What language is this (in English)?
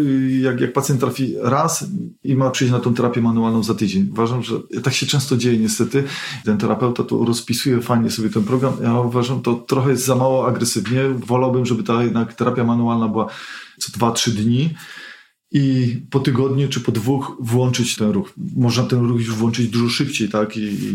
Polish